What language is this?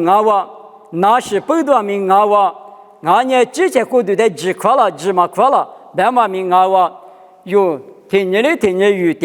Lisu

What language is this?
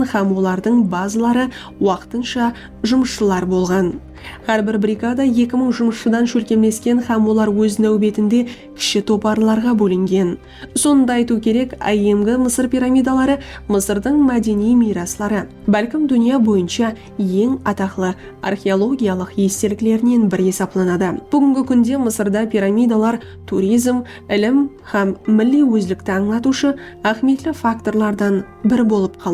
Kara-Kalpak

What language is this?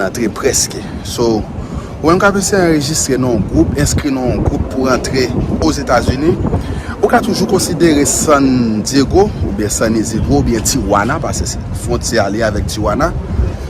Haitian Creole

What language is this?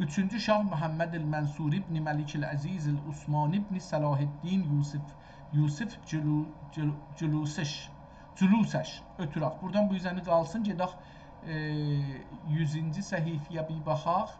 South Azerbaijani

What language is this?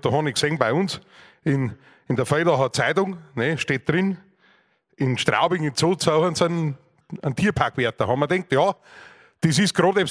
Bavarian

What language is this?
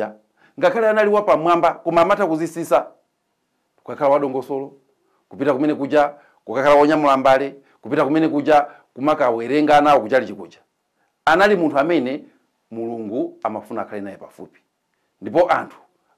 Nyanja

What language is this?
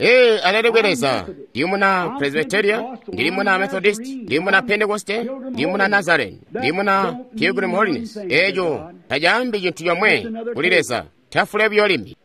Tonga (Zambia)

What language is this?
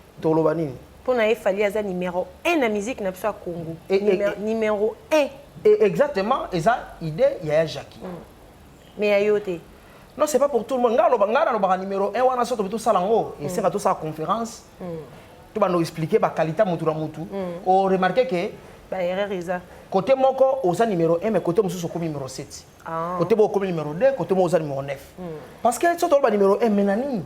Lingala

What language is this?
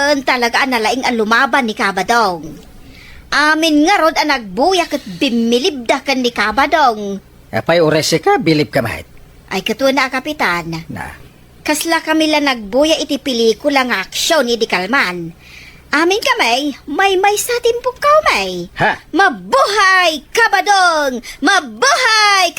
Iloko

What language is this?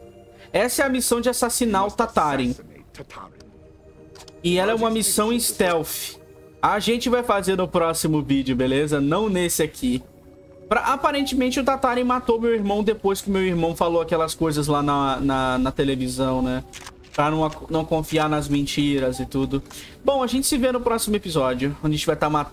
Portuguese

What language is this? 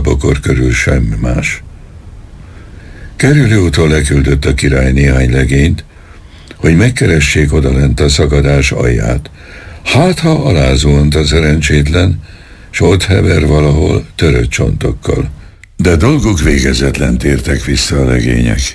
Hungarian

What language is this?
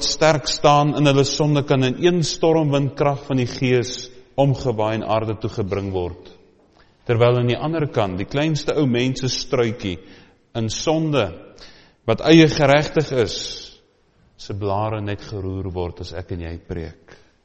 Afrikaans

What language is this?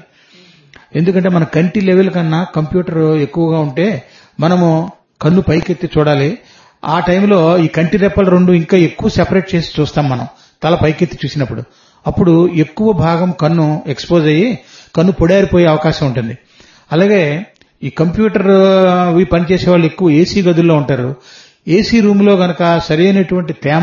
Telugu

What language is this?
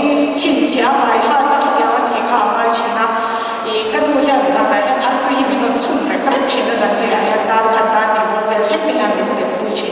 Mizo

